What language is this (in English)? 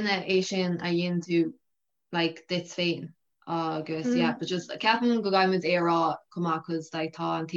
Irish